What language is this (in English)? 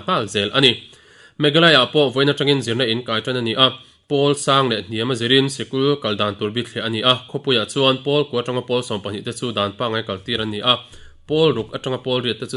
Mizo